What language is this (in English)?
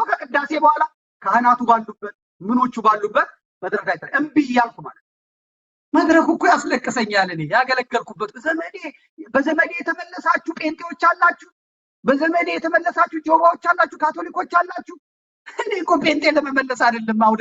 Amharic